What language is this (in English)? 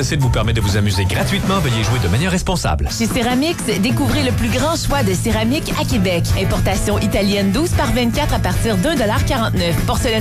French